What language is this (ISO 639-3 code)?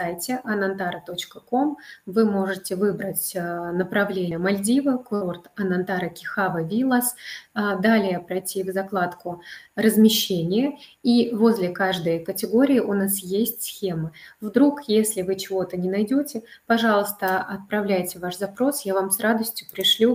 rus